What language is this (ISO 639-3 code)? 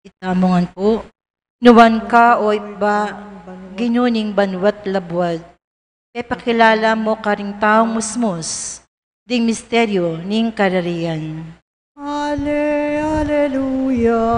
pam